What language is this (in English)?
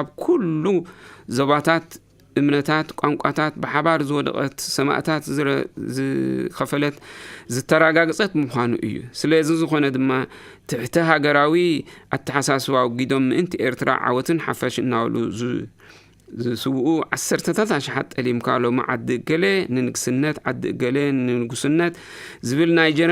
Tigrinya